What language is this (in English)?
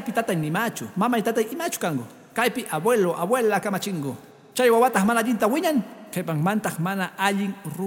Quechua